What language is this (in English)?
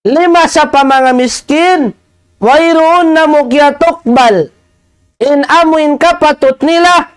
Tausug